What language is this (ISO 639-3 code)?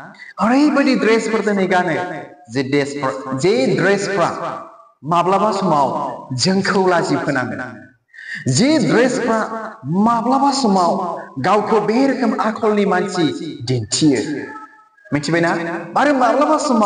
brx